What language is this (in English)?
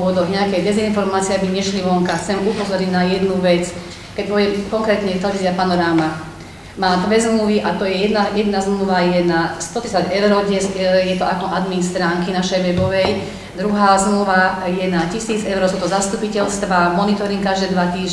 Slovak